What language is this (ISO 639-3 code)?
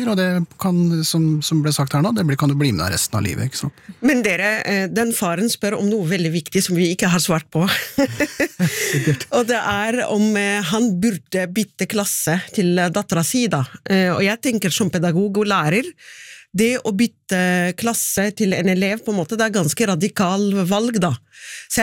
nor